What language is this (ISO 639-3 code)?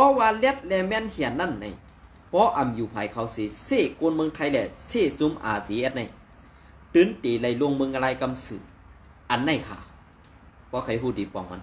shn